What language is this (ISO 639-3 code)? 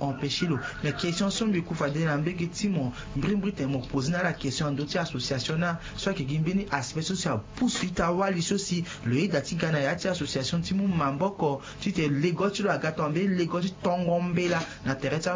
sag